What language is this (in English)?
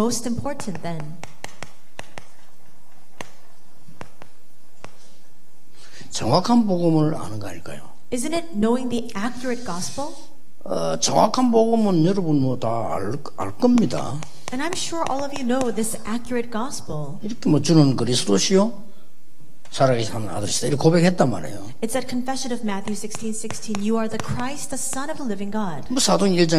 Korean